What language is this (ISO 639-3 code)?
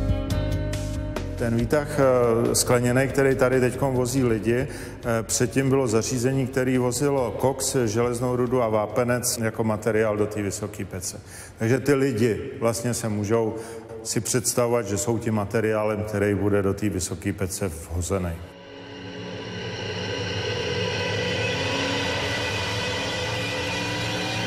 ces